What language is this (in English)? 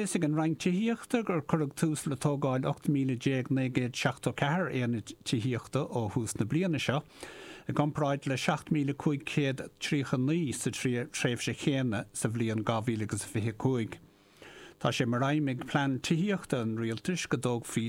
Irish